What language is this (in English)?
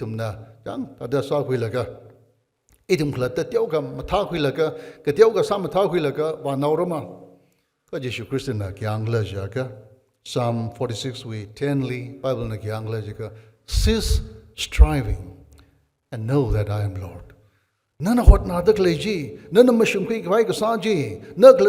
Tangkhul Naga (India)